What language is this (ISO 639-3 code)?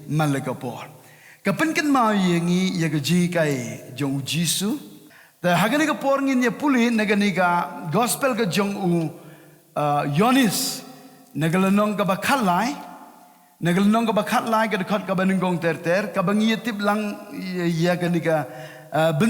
kha